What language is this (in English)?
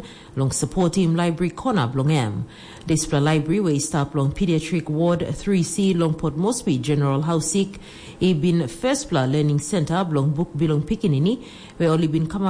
Tok Pisin